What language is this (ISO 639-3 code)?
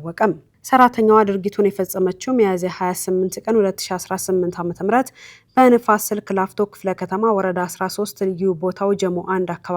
amh